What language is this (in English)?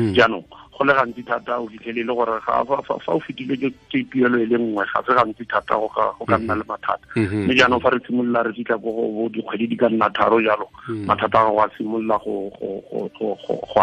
Tswana